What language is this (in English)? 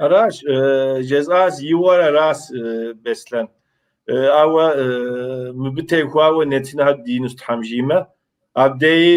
Kabardian